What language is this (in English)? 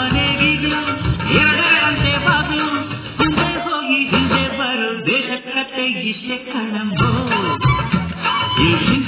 Kannada